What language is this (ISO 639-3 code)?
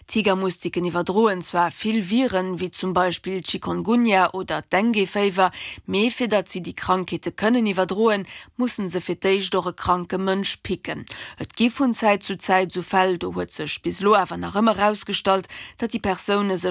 ltz